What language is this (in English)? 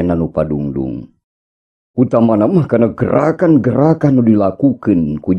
Sundanese